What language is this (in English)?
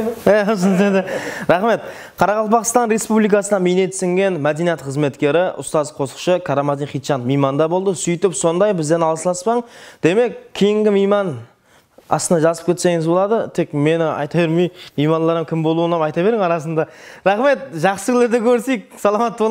Kara-Kalpak